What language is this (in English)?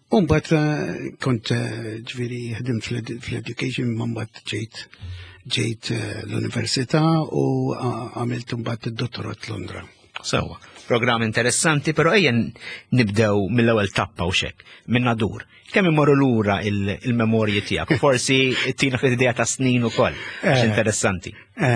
Maltese